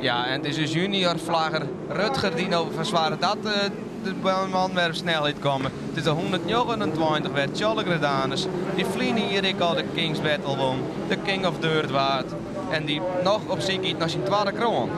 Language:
Western Frisian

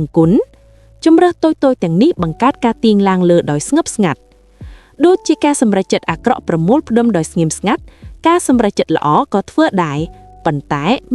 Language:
Khmer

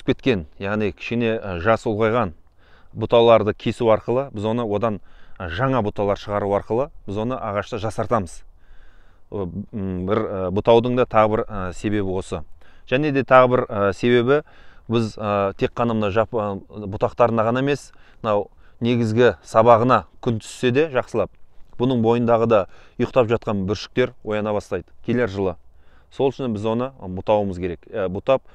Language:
Kazakh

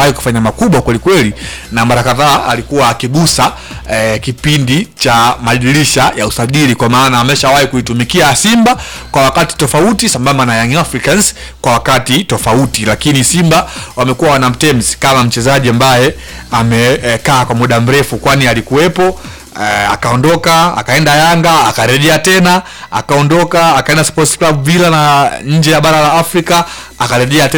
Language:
Swahili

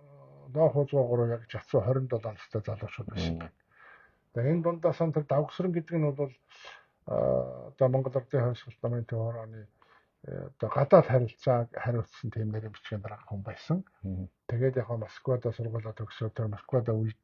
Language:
Mongolian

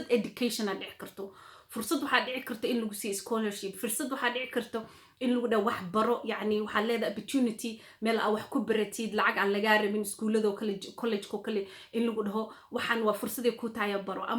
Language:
Somali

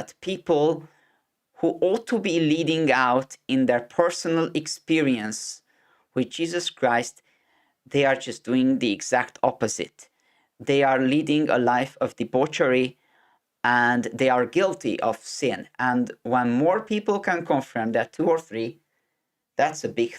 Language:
English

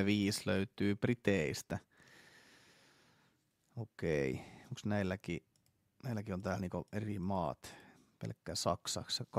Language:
Finnish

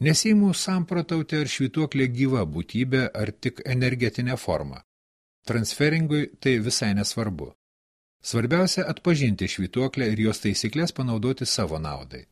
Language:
Lithuanian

